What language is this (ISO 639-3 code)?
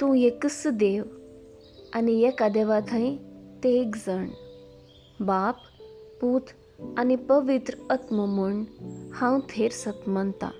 kok